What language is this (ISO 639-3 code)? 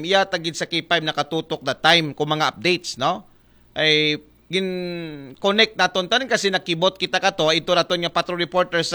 akl